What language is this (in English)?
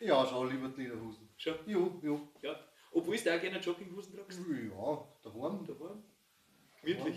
Bavarian